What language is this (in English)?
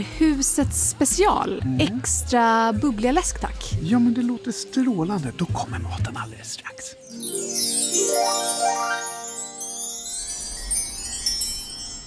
Swedish